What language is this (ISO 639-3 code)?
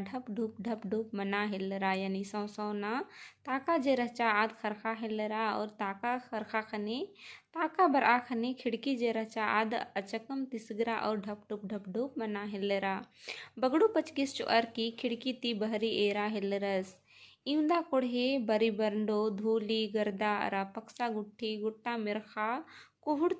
kru